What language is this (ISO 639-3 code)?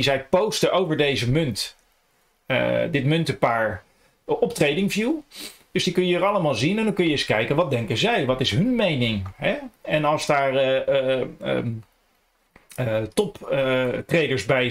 nld